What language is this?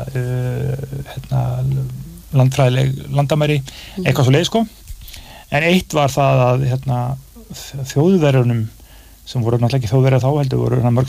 Icelandic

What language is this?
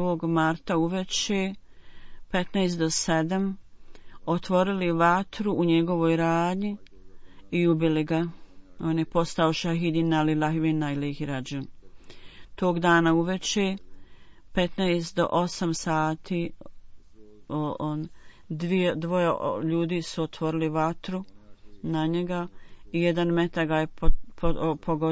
Bosnian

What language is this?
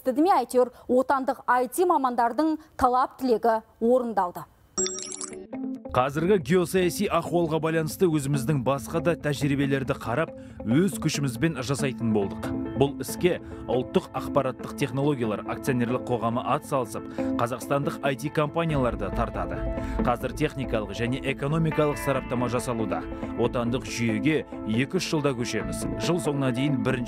Kazakh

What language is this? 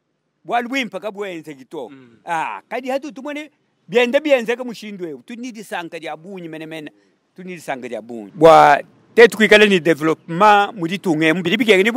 Luba-Lulua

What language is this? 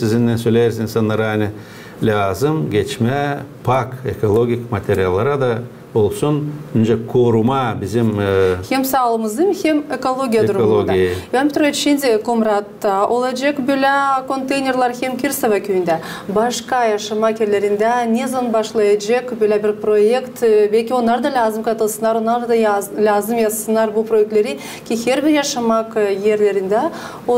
Gagauz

